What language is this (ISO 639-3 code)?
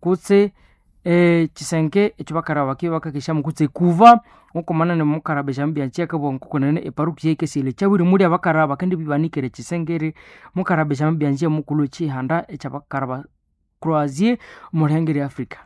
nnb